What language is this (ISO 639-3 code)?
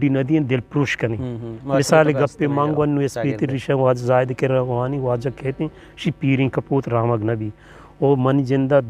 bgp